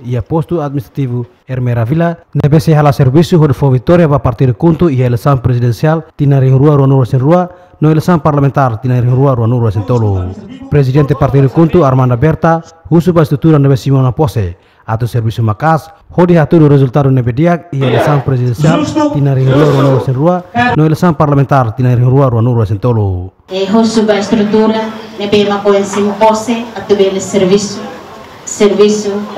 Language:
Tetum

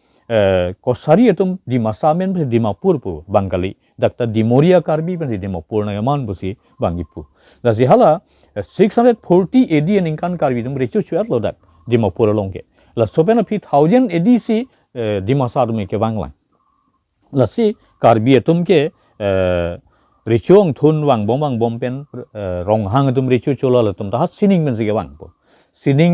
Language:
Karbi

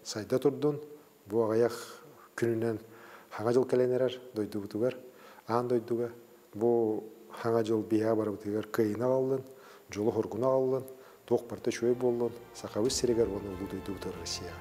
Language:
Yakut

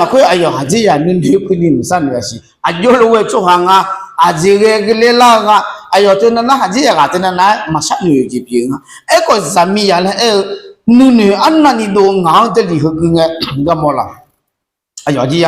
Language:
Akha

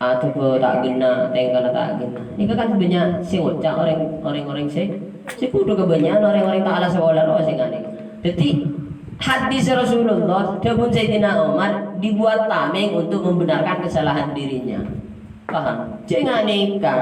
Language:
Madurese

